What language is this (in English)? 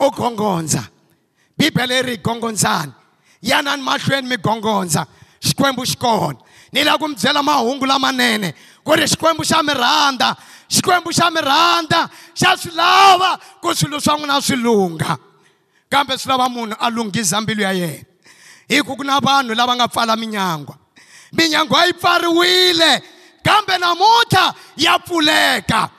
Tsonga